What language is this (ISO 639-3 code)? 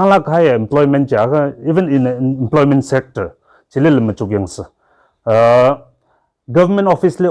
nmf